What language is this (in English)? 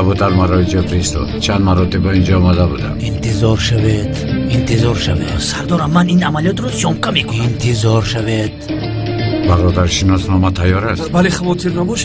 Tajik